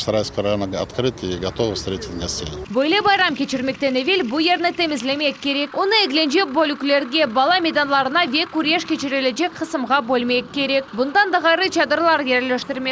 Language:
Crimean Tatar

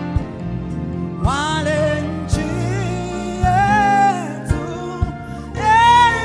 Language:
Swahili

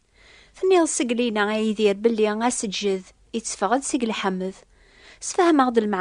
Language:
Kabyle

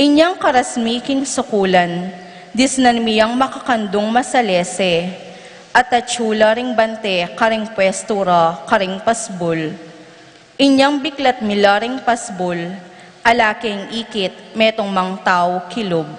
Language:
Pampanga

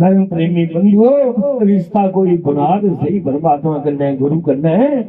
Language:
Dogri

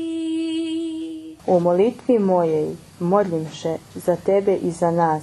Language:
Rusyn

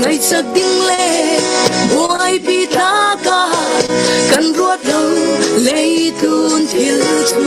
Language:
Falam Chin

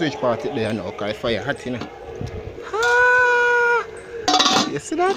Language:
Jamaican Creole English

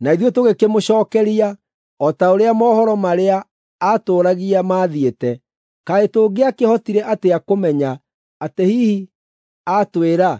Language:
Kikuyu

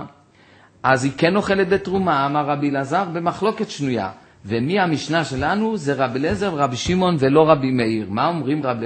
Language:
Hebrew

